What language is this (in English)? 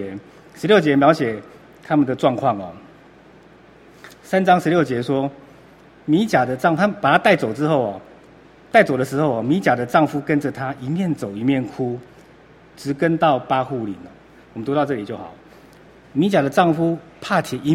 Chinese